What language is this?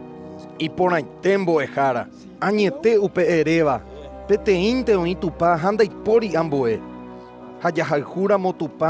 Guarani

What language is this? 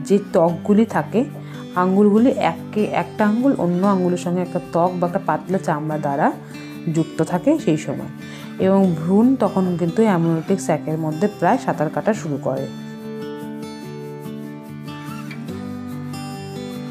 Bangla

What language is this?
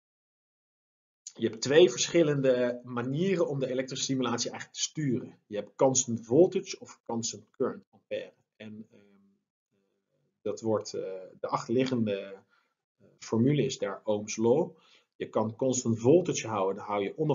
Dutch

